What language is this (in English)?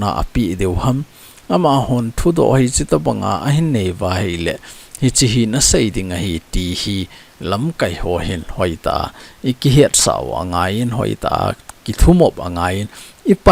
Thado Chin